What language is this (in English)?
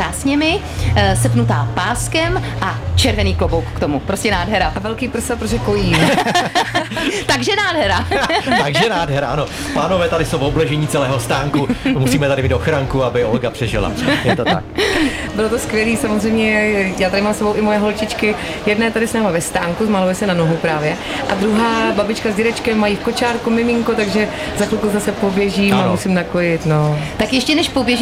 Czech